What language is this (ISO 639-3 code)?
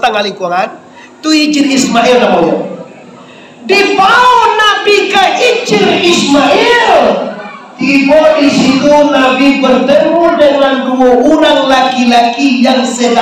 min